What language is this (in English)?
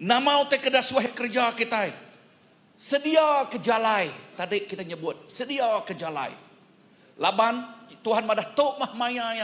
Iban